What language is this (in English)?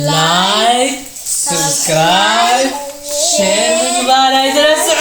Tigrinya